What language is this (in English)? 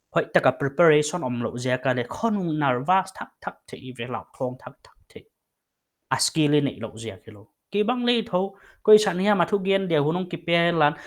Paite Chin